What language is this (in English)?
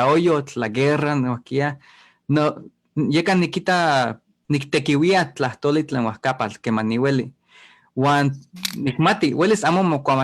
Eastern Huasteca Nahuatl